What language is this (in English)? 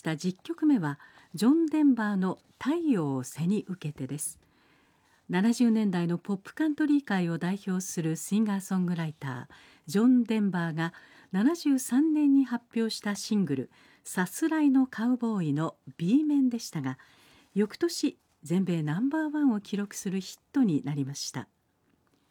Japanese